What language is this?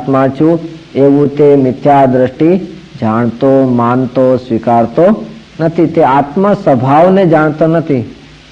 Gujarati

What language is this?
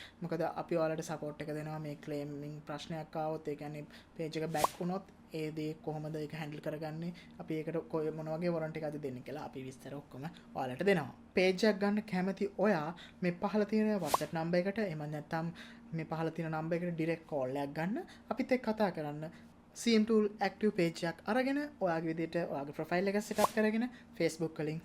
Sinhala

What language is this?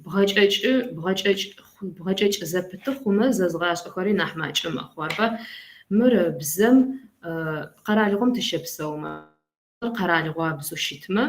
Kabardian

